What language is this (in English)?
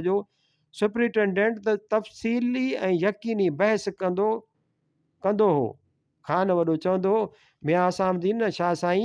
Sindhi